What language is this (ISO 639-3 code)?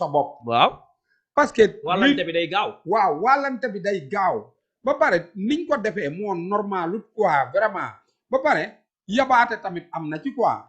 wol